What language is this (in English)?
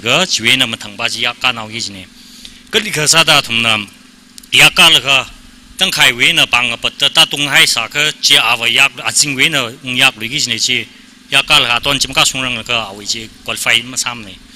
Tangkhul Naga (India)